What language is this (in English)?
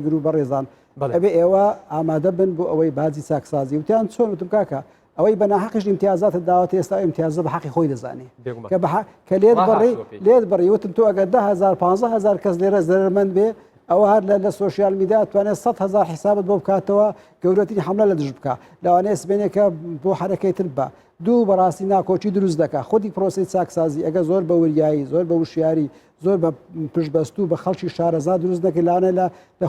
Central Kurdish